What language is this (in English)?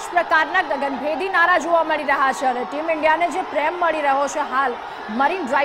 Gujarati